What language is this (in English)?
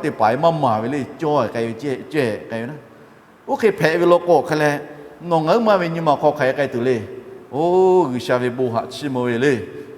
Lahu